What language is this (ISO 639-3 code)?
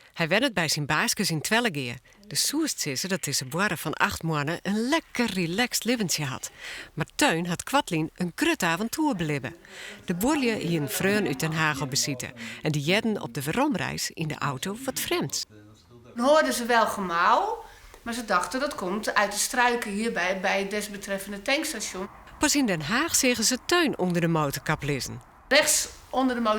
fry